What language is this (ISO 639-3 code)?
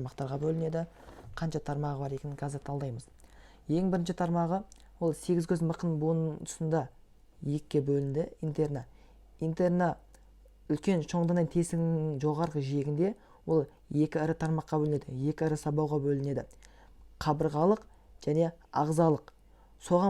kaz